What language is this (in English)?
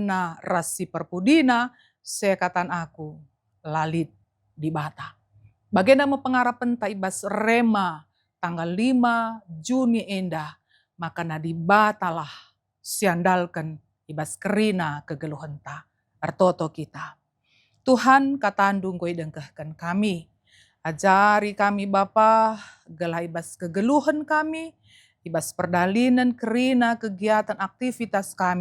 Batak Karo